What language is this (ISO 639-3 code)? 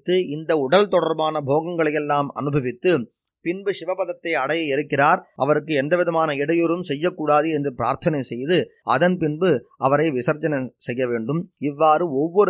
tam